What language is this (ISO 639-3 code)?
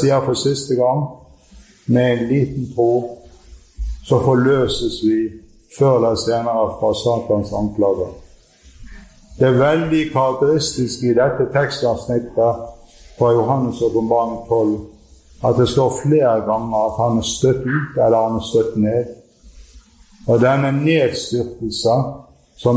nor